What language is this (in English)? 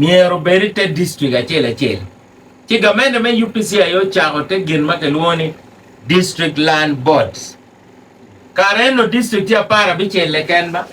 Acoli